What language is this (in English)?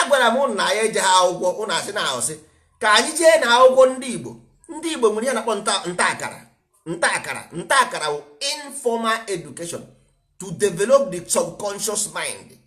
Igbo